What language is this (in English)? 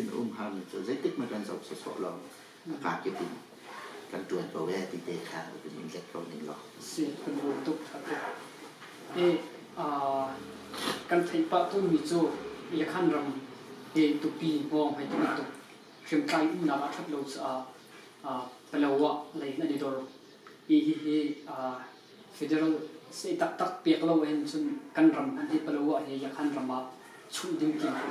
Hakha Chin